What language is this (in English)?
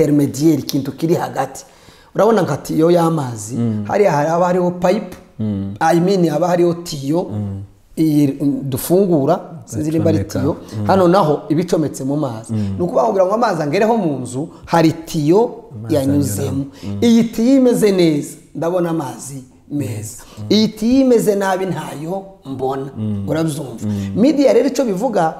Kinyarwanda